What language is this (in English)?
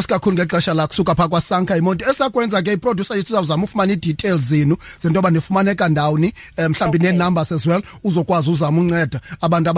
Xhosa